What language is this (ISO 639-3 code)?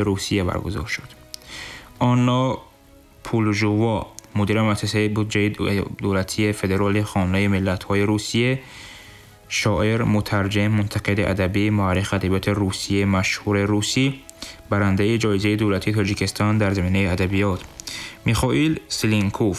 tgk